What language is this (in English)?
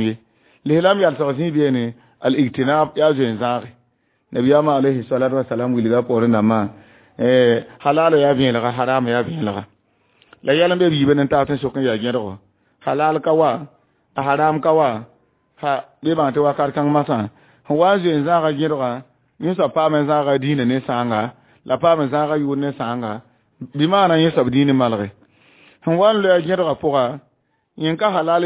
Mossi